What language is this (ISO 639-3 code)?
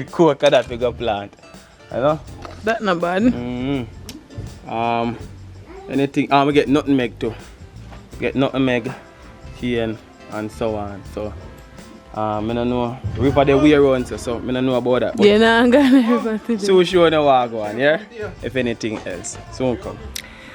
jam